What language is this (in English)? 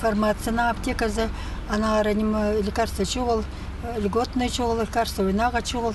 Khakas